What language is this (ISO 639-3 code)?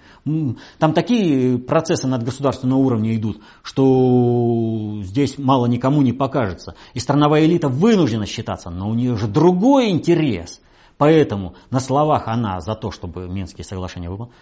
rus